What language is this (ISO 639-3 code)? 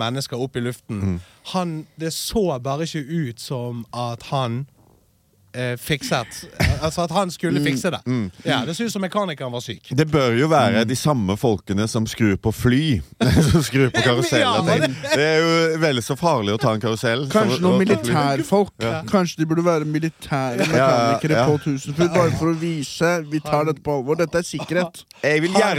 nor